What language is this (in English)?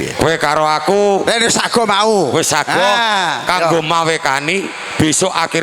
Javanese